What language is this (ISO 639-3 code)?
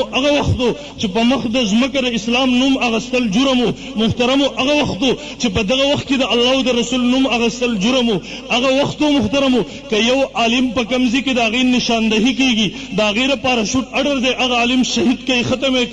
pus